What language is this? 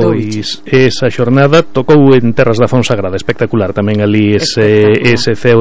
Galician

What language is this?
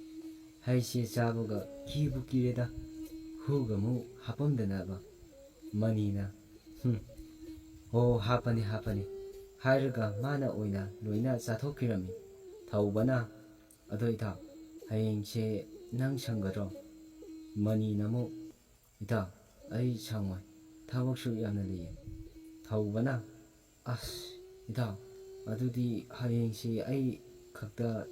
Manipuri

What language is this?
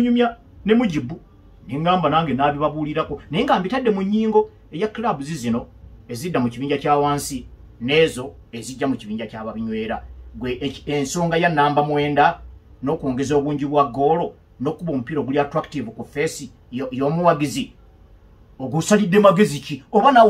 Ganda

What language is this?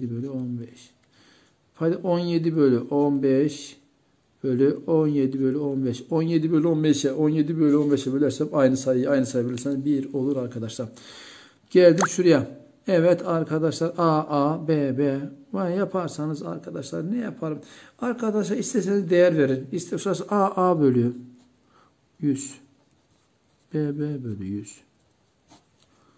Turkish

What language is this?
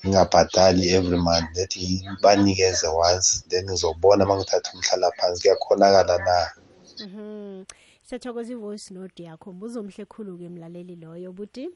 South Ndebele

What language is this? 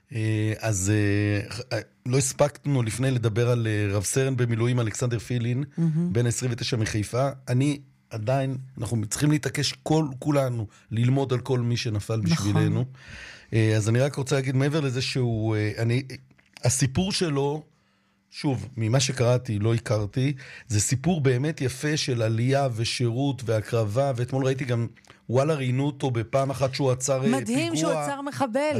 Hebrew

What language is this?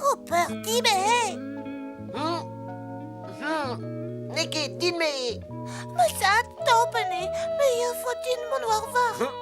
Breton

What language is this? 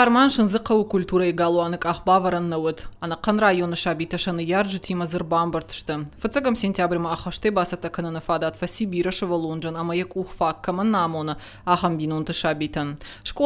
Ossetic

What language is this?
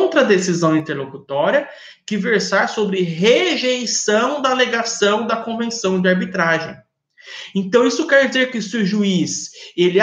Portuguese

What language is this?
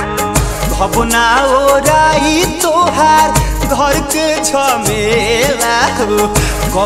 Bhojpuri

